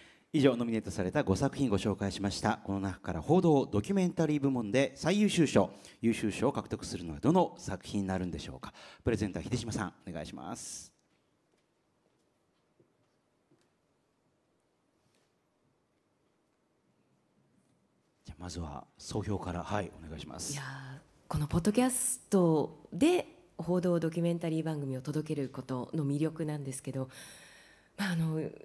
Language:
Japanese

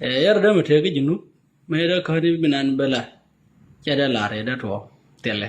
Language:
Nuer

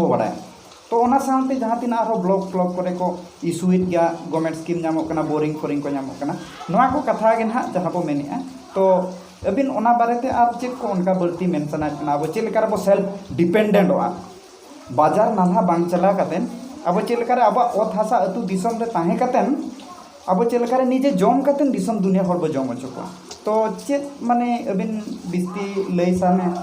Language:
Santali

